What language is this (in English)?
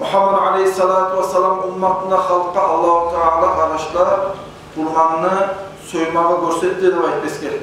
Kumyk